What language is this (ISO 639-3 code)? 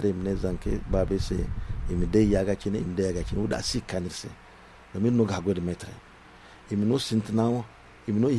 dje